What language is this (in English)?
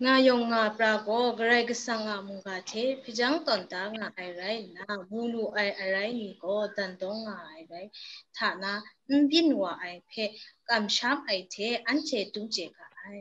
Kachin